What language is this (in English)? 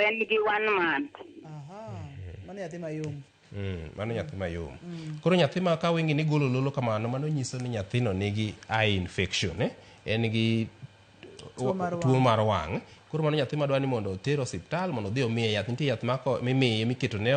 Luo (Kenya and Tanzania)